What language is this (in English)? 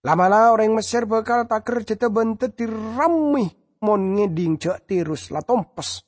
Madurese